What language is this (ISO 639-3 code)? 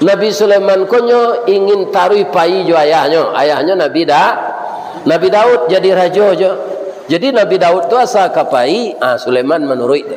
min